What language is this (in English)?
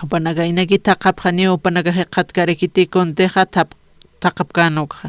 Aymara